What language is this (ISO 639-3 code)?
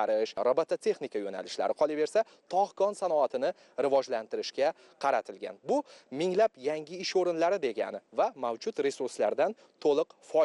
uzb